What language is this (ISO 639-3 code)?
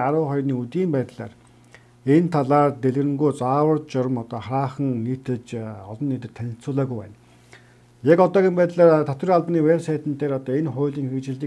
mon